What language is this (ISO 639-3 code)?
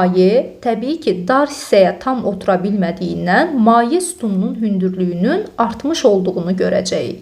aze